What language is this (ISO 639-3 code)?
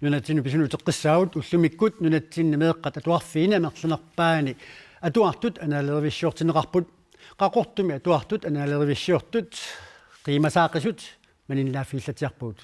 kal